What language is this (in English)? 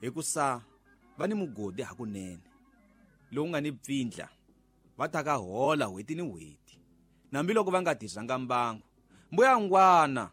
Tsonga